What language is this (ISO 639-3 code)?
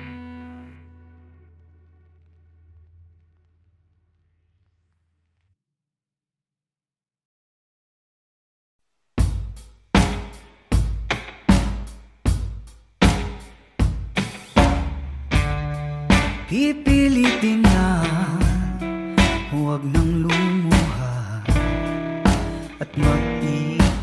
fil